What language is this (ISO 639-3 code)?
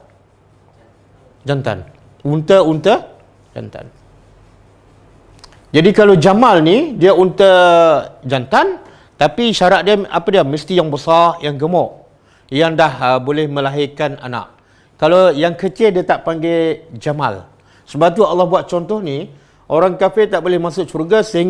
msa